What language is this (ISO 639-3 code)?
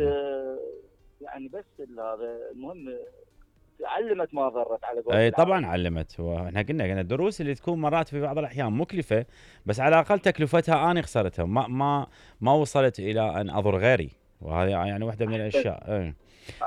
acm